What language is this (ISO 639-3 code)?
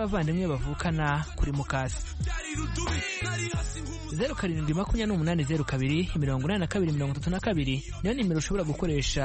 kin